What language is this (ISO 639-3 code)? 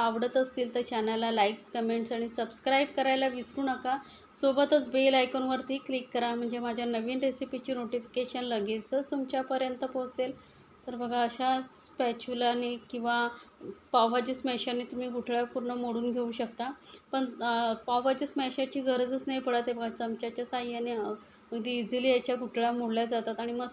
mar